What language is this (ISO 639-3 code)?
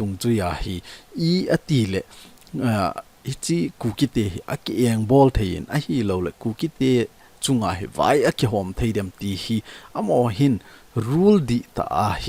tcz